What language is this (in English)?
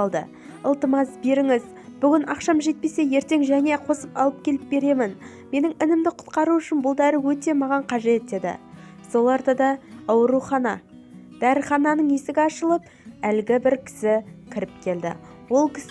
Kazakh